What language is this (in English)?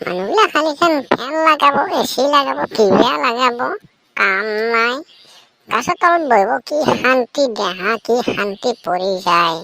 Assamese